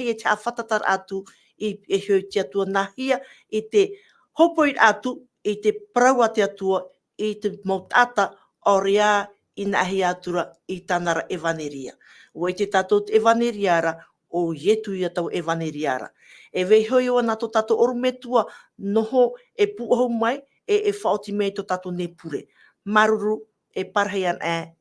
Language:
Tahitian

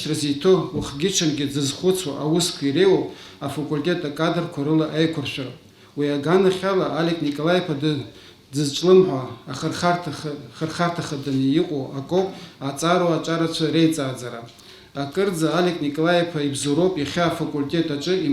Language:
Abkhazian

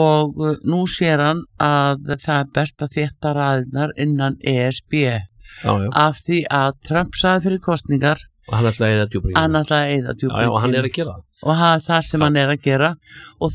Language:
Icelandic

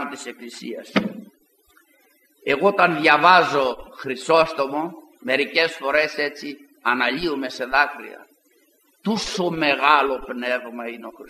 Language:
Greek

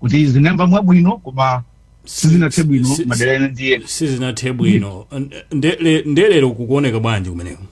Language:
Nyanja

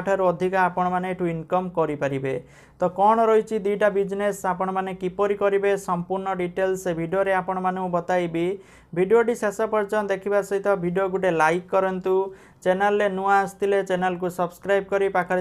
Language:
Odia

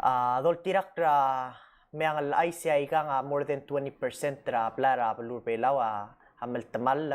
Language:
Palauan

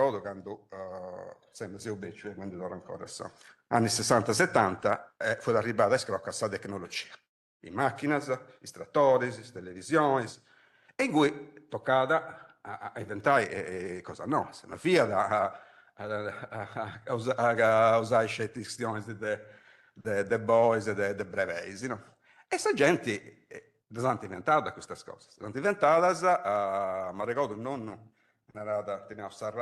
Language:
Sardinian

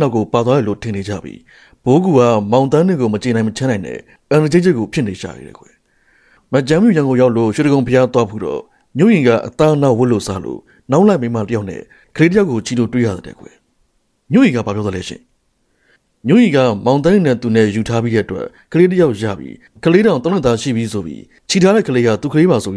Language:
Burmese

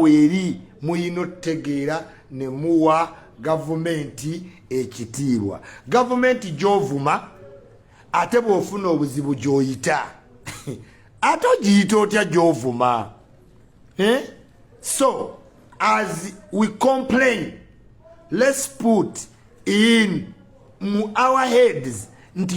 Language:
Ganda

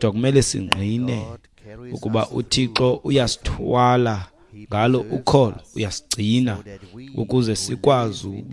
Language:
Xhosa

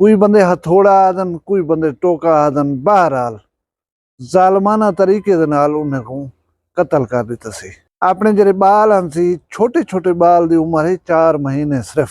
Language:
Saraiki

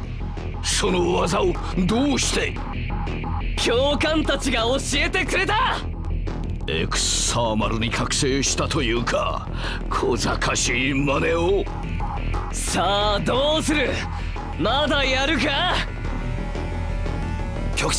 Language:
Japanese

